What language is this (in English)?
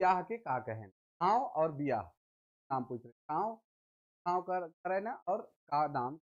Sadri